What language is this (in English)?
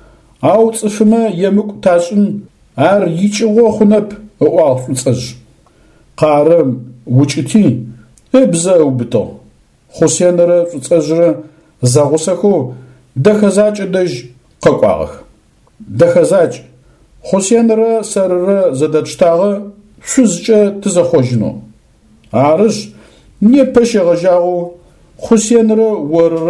Adyghe